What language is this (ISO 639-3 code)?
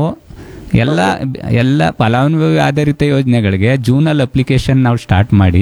kan